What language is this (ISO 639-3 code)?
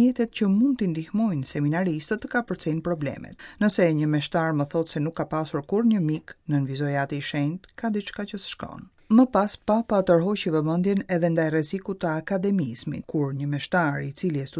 sqi